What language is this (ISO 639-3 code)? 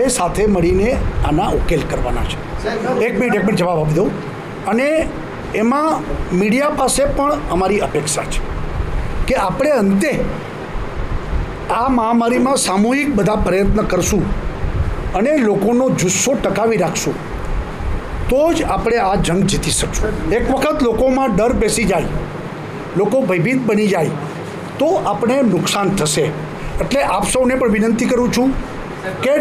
guj